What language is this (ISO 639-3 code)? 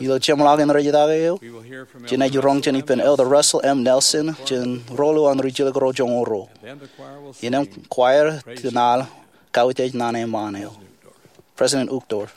mah